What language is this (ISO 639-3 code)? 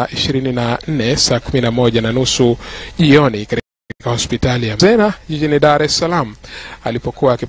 swa